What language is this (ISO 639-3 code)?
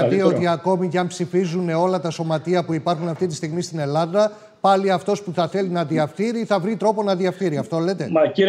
ell